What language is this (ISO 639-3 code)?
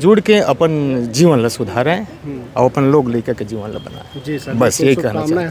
hne